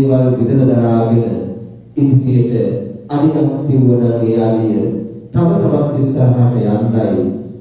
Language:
Sinhala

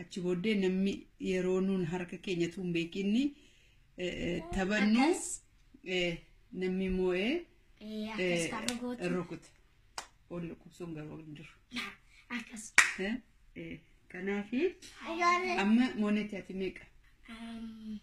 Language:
Oromo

